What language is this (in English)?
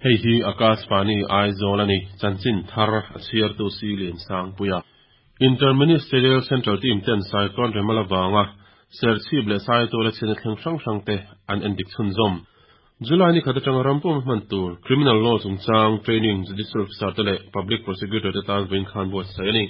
Mizo